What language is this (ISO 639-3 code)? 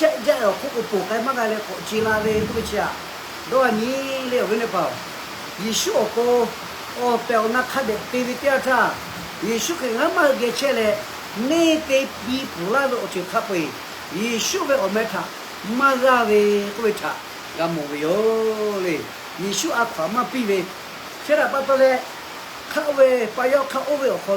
lhu